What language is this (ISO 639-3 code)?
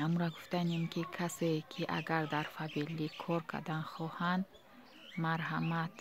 tgk